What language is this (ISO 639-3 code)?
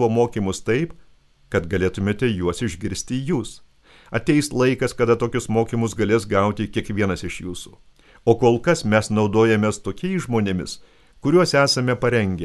lit